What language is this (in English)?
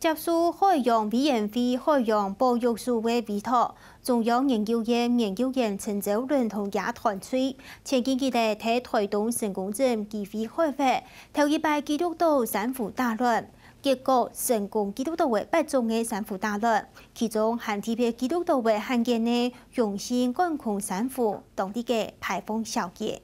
Hakka Chinese